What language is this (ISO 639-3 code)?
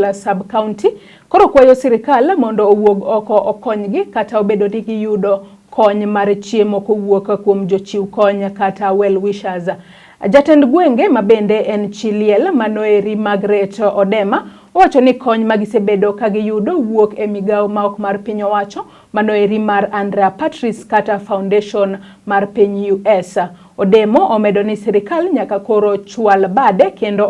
luo